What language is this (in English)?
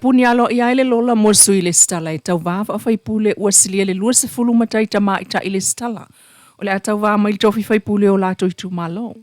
Samoan